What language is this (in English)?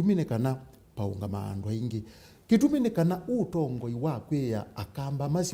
Kamba